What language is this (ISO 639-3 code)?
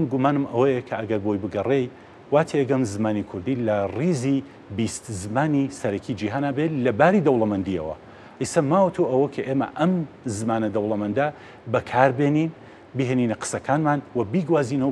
ckb